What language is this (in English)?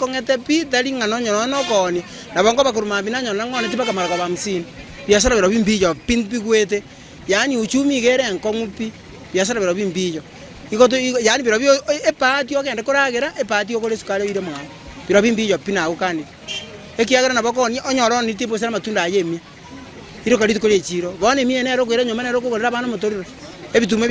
Gusii